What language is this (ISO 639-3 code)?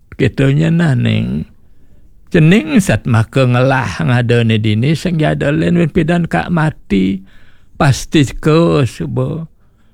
ban